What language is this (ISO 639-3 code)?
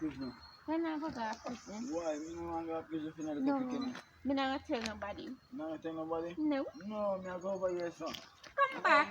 jam